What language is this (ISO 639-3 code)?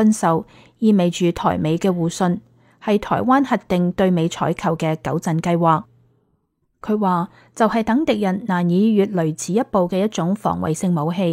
yue